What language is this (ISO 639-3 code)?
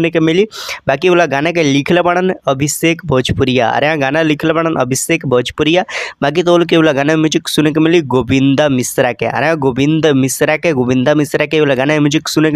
bho